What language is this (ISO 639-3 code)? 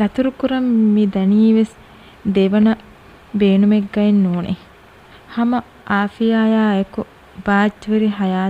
div